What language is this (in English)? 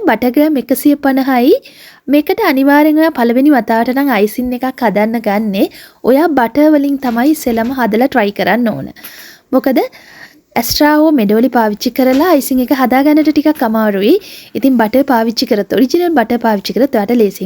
Sinhala